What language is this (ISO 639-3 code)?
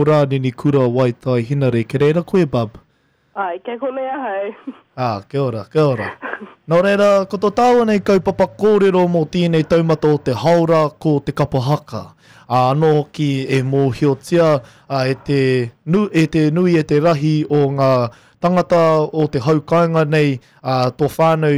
mri